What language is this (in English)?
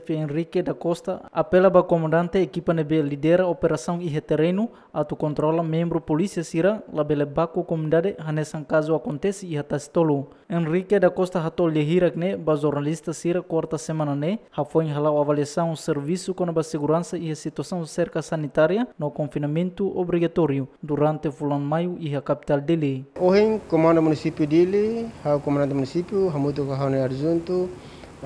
Tetum